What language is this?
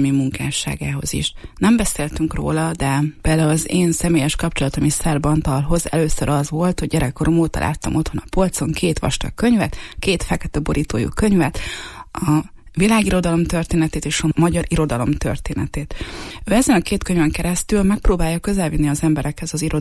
Hungarian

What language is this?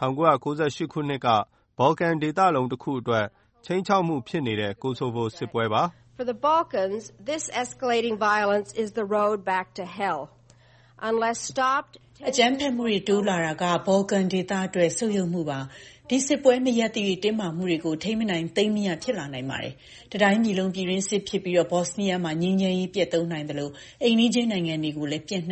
Burmese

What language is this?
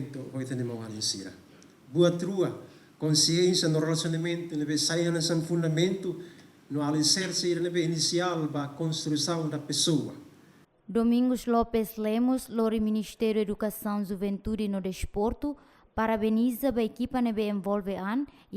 Tetum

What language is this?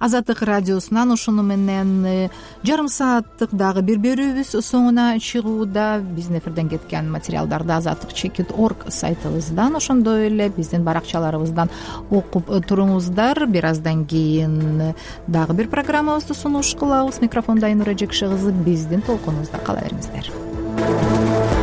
Kyrgyz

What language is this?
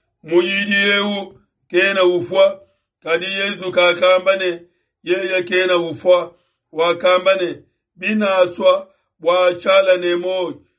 Luba-Lulua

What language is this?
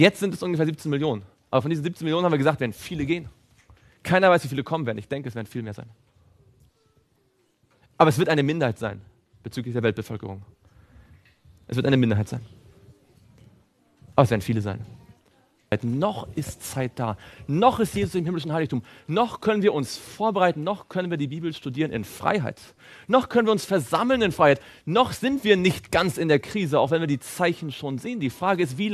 German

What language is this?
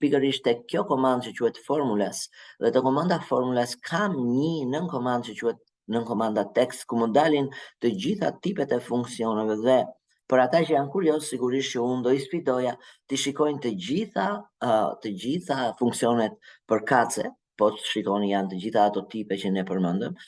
Albanian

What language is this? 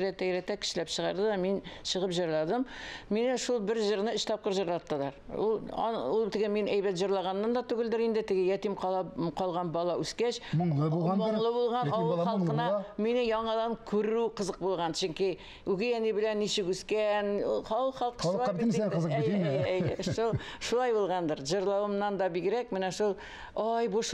Tatar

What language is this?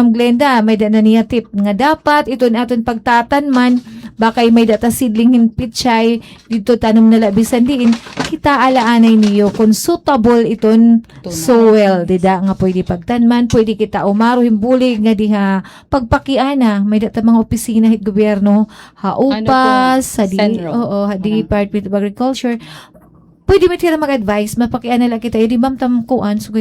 Waray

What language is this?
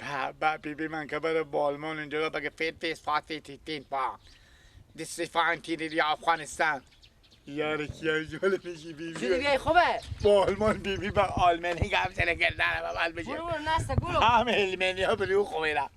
Persian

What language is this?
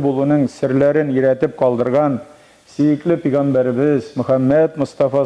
Tatar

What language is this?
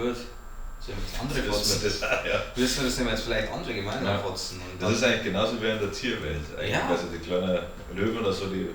Bavarian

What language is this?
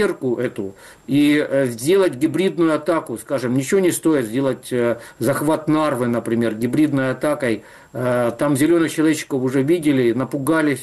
Russian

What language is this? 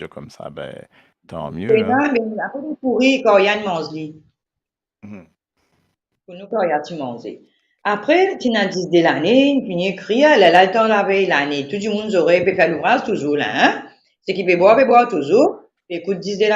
Morisyen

